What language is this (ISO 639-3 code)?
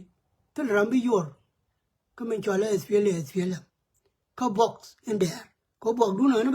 nus